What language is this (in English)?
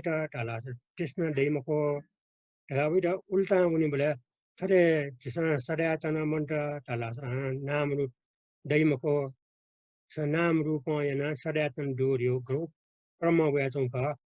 Newari